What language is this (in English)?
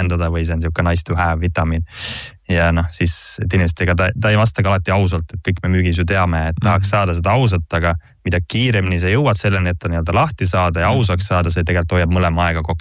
Estonian